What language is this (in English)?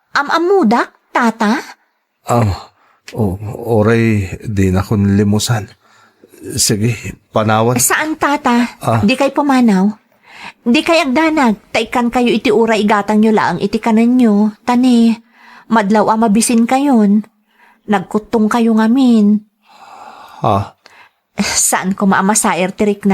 Iloko